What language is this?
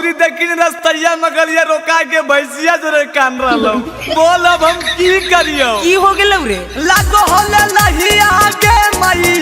Magahi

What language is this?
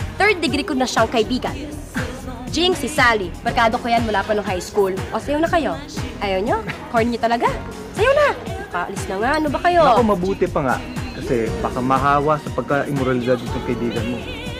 Filipino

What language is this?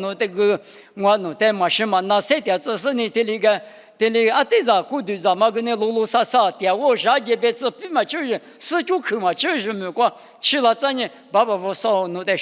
Lisu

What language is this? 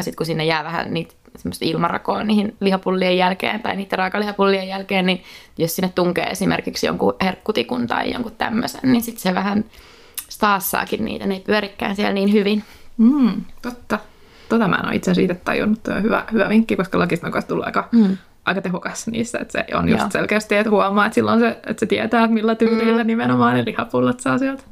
Finnish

